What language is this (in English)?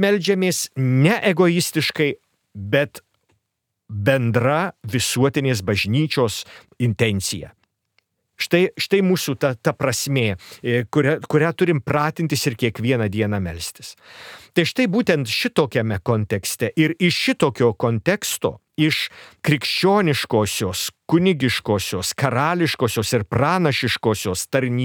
Lithuanian